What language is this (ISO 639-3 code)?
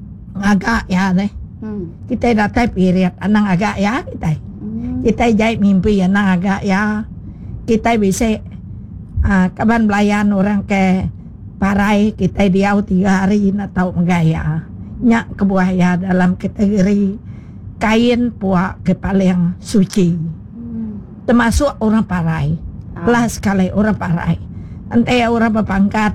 iba